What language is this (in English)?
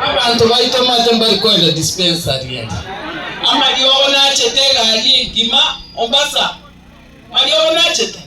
Gusii